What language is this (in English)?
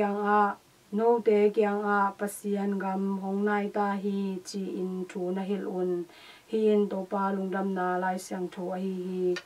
Tedim Chin